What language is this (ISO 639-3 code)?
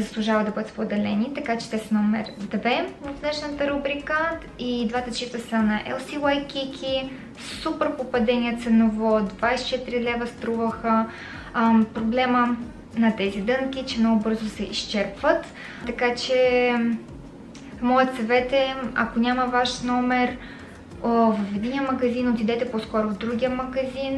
bul